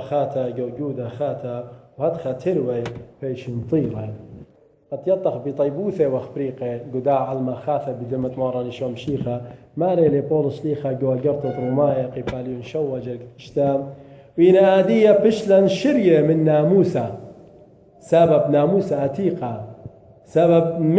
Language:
Assyrian Neo-Aramaic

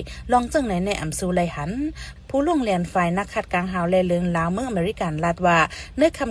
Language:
Shan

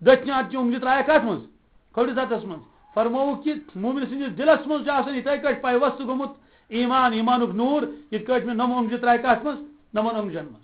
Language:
Kashmiri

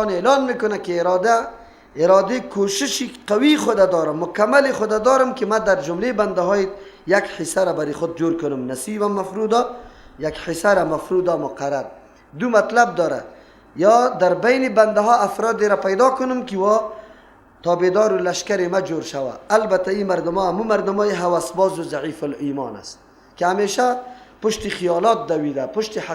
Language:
Persian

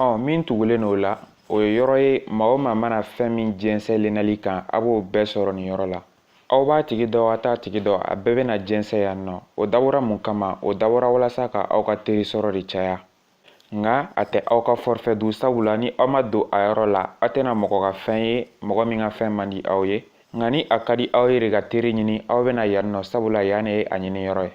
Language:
Bambara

